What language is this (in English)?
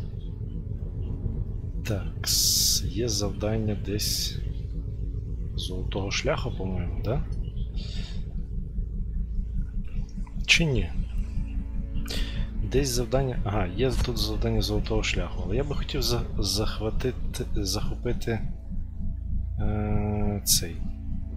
Ukrainian